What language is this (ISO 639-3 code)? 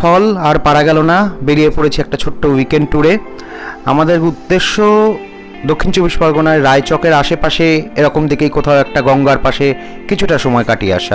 ben